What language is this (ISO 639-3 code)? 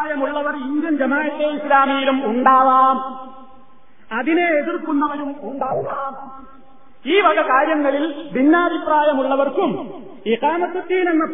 mal